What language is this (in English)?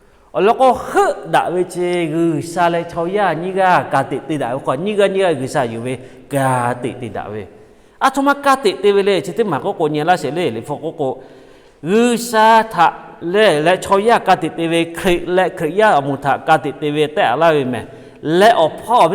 Lahu